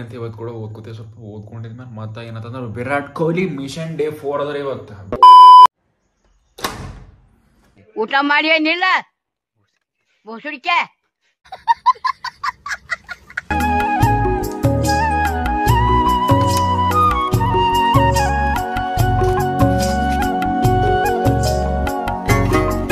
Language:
Kannada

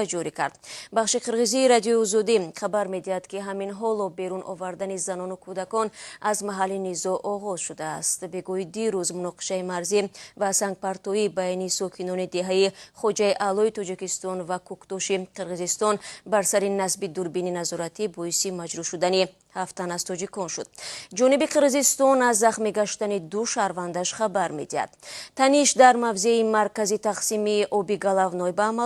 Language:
Tajik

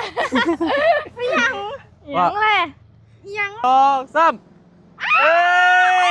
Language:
Northeastern Thai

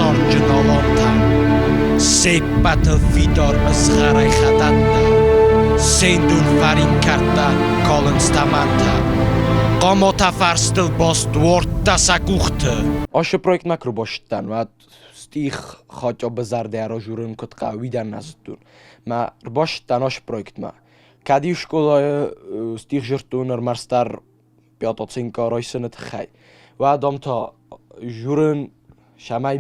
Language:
Ossetic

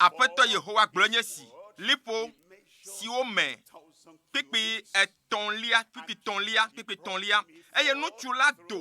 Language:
Ewe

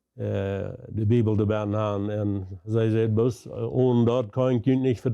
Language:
Plautdietsch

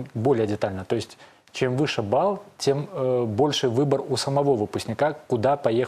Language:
Russian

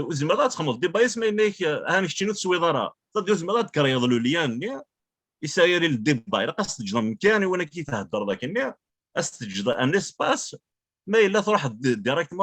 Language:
Kabyle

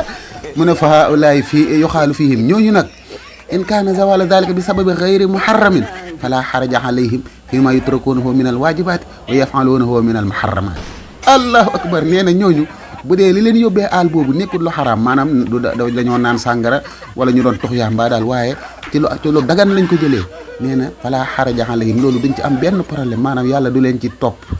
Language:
Wolof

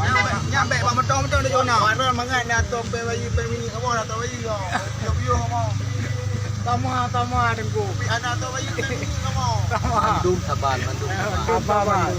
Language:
Achinese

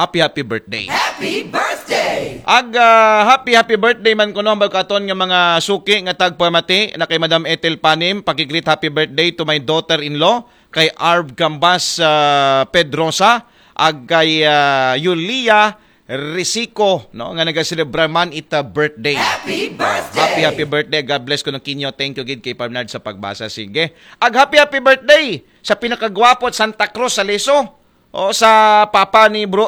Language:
Aklanon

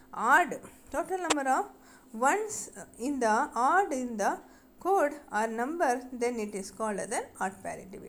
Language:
Kannada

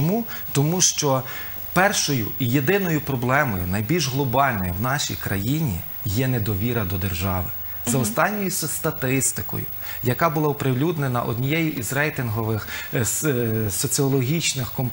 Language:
Ukrainian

